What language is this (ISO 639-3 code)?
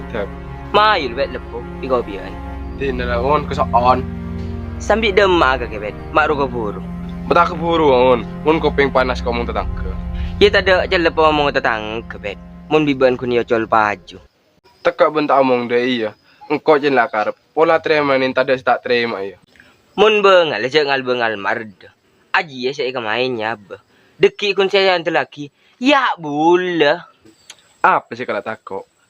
mad